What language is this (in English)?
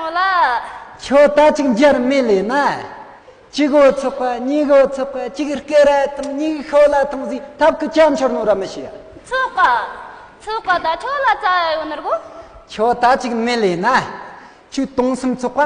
Tibetan